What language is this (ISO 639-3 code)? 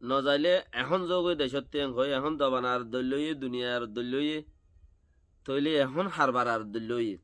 rhg